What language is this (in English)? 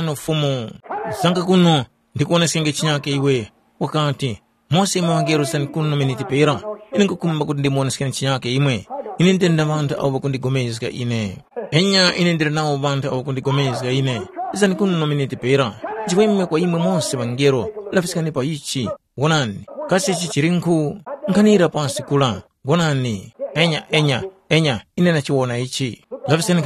Tumbuka